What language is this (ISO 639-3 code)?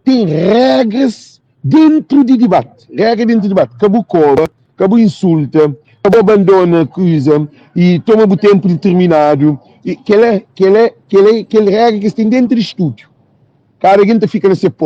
kea